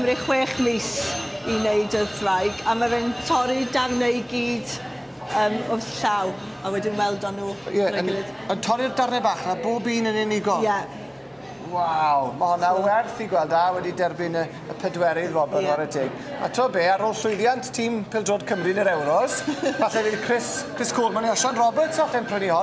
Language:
Welsh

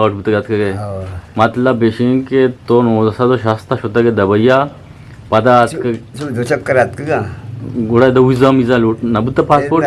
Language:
Eastern Balochi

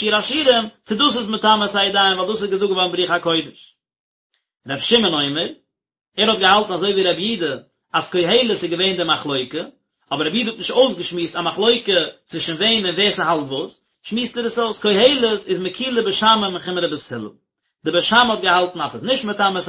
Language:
Yiddish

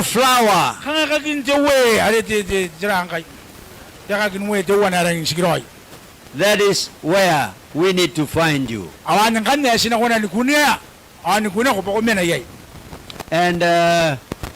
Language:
Gilbertese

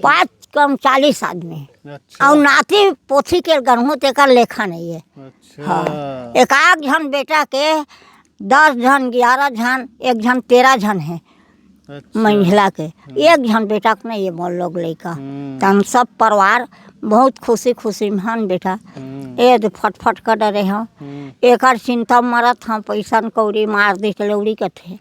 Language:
Chhattisgarhi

